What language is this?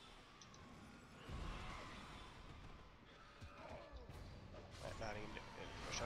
Swedish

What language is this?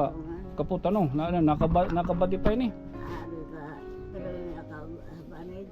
Waray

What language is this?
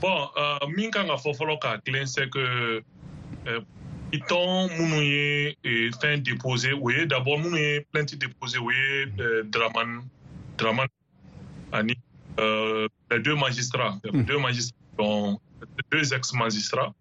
Bambara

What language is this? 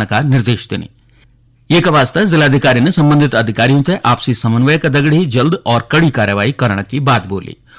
Garhwali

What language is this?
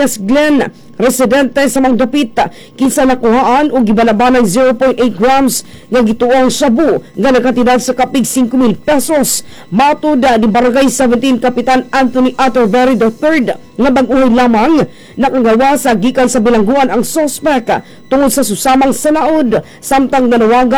Cebuano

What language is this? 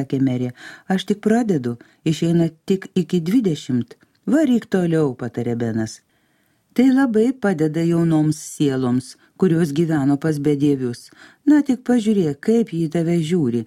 Lithuanian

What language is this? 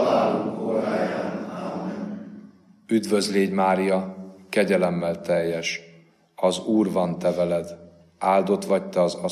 Hungarian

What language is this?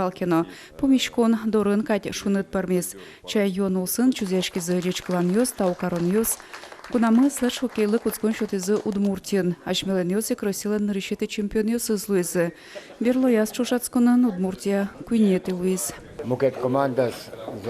Udmurt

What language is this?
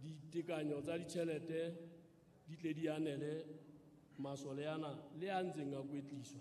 Southern Sotho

